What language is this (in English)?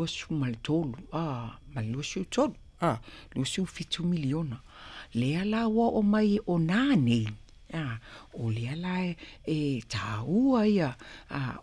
Samoan